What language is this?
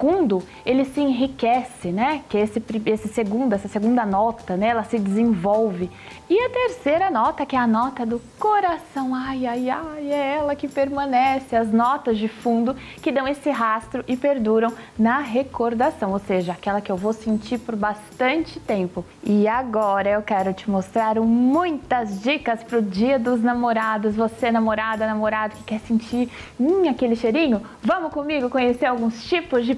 Portuguese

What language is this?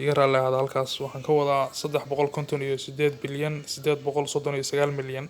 Somali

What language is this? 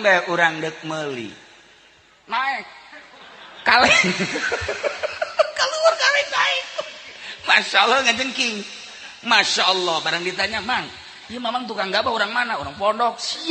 Sundanese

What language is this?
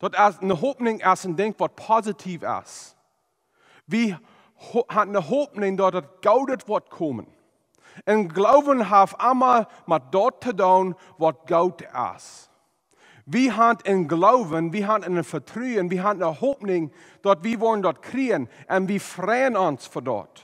Plautdietsch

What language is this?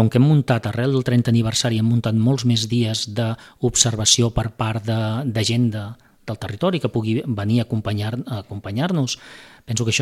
Catalan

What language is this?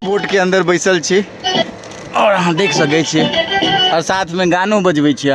Maithili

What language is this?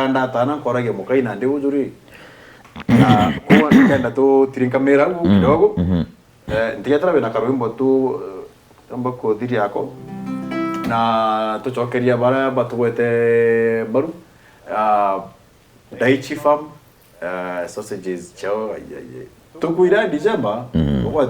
Meru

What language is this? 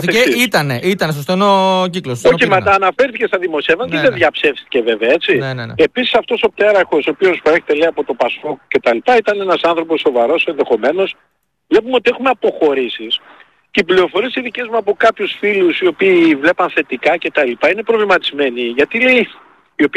Greek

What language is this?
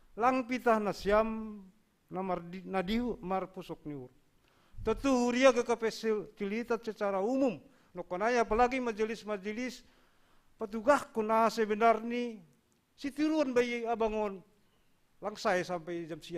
Batak Simalungun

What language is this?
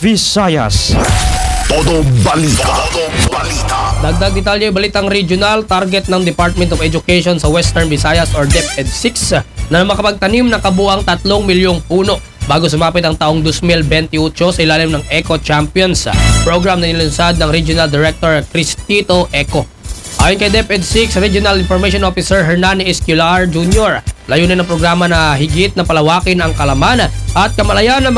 Filipino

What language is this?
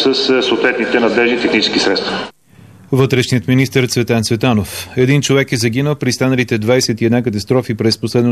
Bulgarian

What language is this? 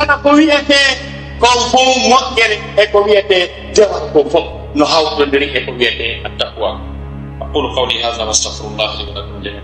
Fula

